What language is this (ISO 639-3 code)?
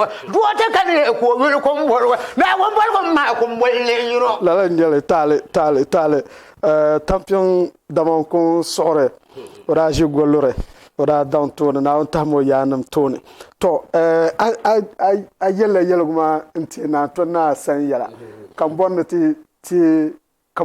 dag